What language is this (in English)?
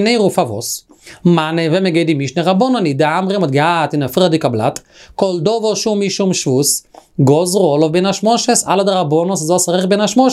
Yiddish